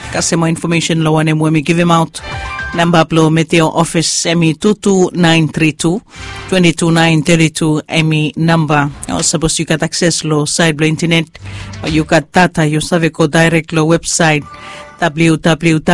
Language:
Bislama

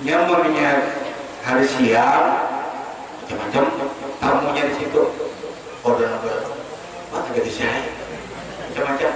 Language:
Banjar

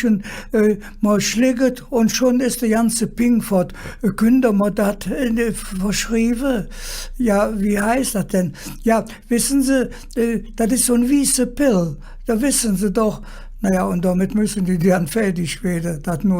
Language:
Colognian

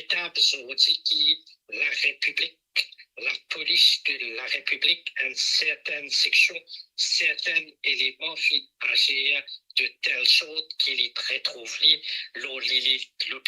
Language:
Morisyen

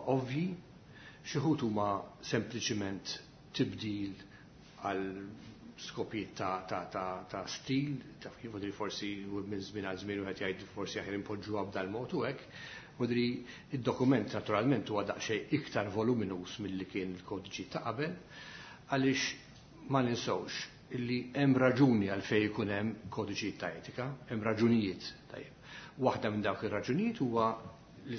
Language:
Maltese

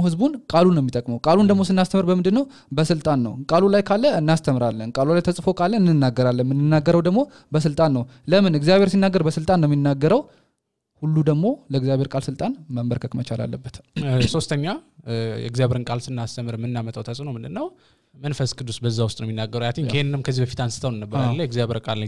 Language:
Amharic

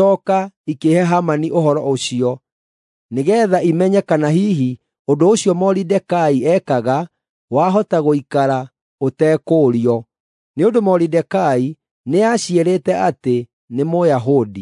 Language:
Kikuyu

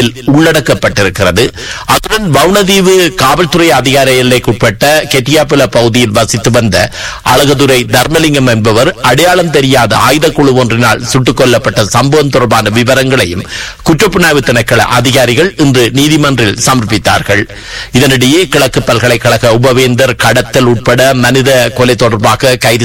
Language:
Tamil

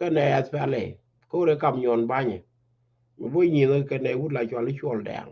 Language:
Nuer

